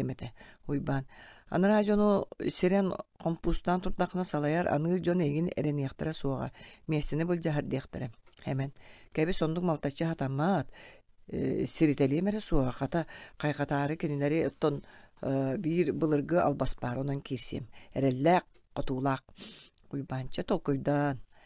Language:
Yakut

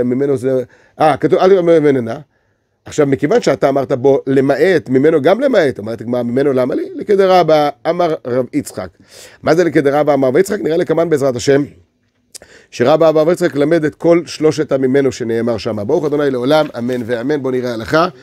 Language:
Hebrew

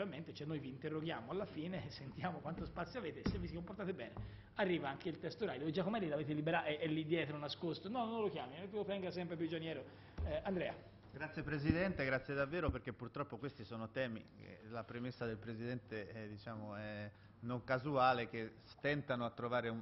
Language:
Italian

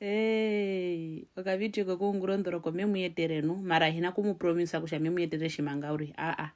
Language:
Herero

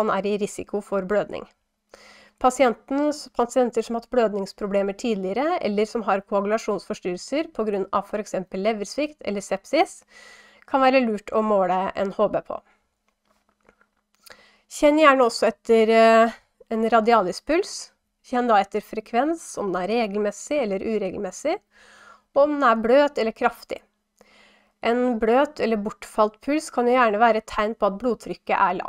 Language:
Norwegian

